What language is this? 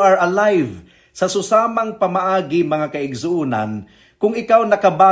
Cebuano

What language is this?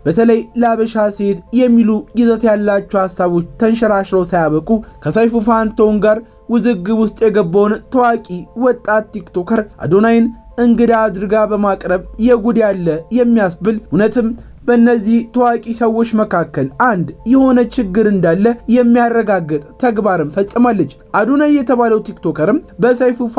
Amharic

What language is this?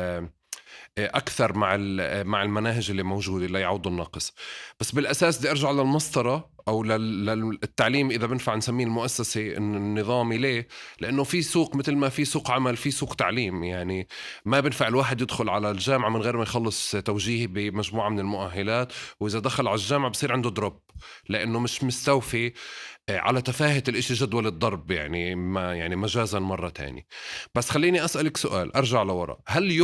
North Levantine Arabic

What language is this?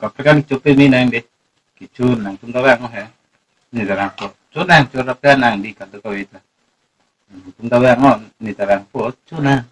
Karbi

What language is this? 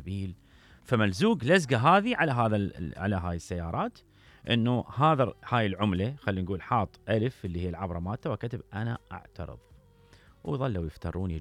Mesopotamian Arabic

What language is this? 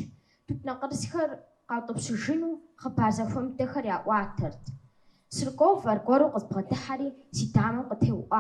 Kabardian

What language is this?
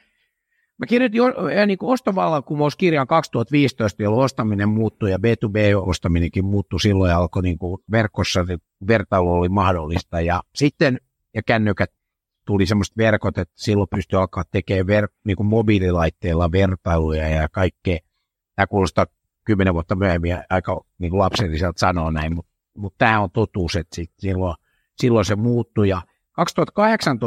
Finnish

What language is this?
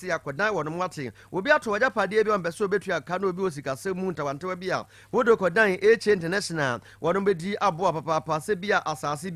Akan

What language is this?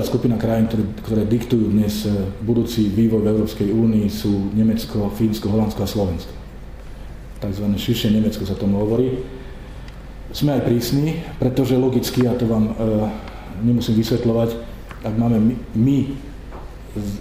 Slovak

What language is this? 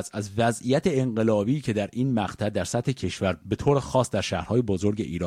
Persian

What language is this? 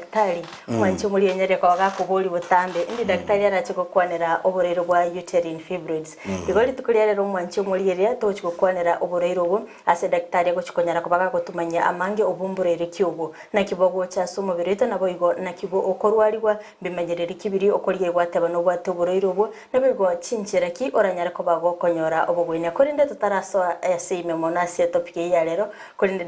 Gusii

